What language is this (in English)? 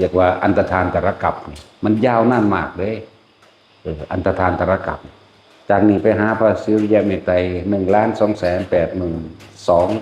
Northeastern Thai